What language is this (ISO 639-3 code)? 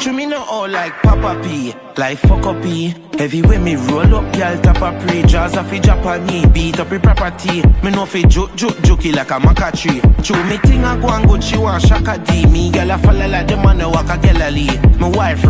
jam